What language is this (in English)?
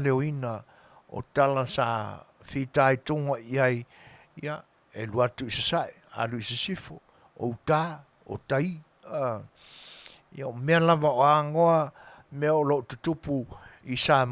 Samoan